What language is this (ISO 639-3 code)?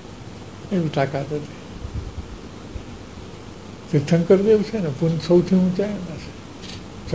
guj